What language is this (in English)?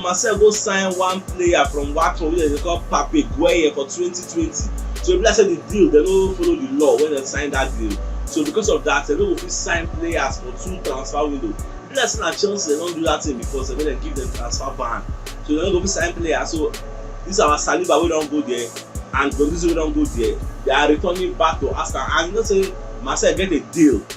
Nigerian Pidgin